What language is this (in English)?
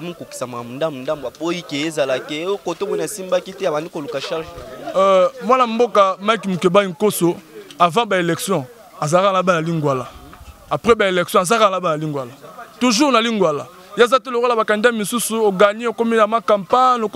Lingala